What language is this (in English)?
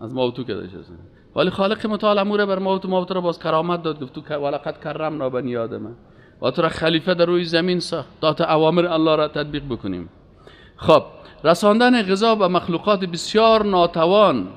Persian